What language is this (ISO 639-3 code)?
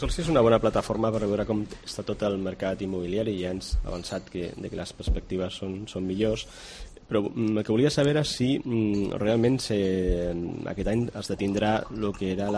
cat